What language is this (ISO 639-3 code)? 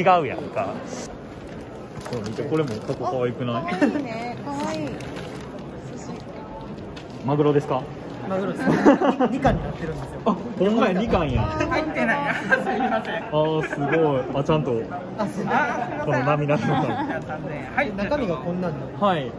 jpn